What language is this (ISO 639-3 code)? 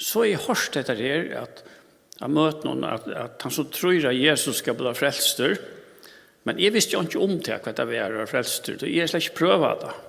fao